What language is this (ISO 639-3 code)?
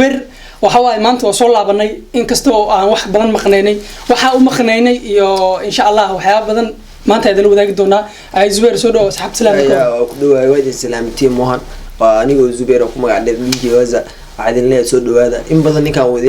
som